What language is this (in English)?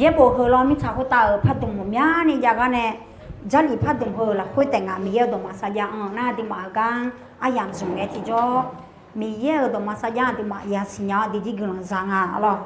Akha